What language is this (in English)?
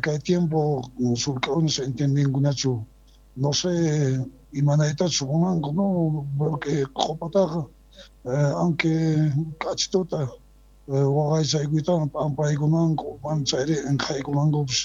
South Bolivian Quechua